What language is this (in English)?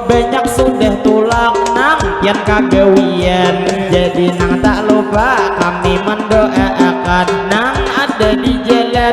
Banjar